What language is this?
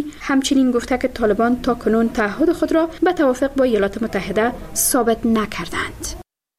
Persian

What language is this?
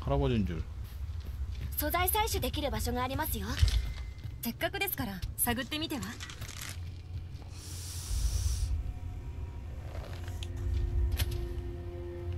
Korean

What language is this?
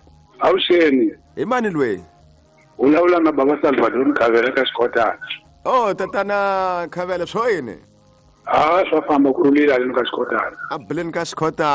Tsonga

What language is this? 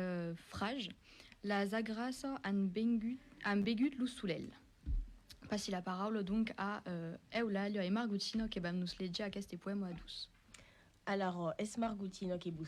Occitan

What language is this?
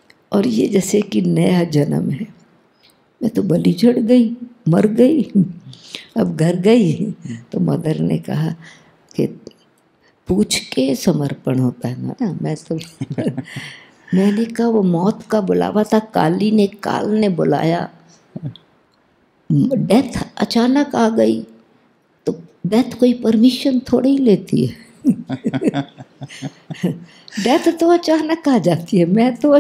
Hindi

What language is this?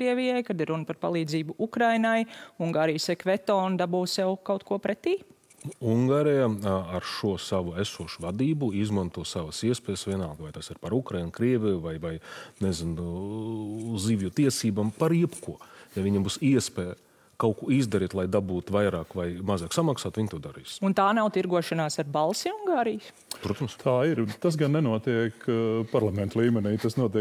Latvian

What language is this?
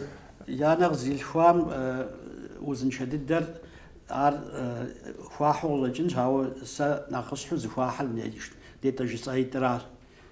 Kabardian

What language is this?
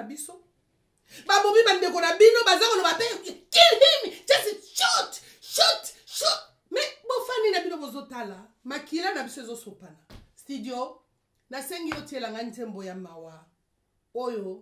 Lingala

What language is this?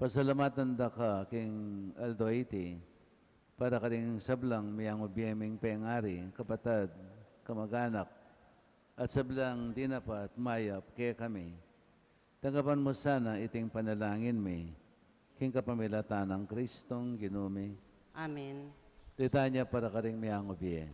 Pampanga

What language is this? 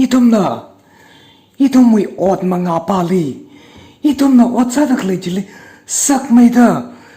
Tangkhul Naga (India)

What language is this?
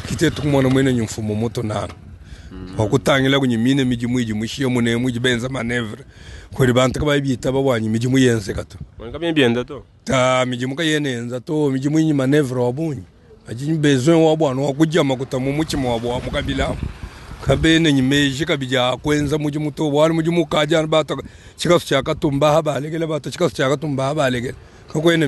Luba-Lulua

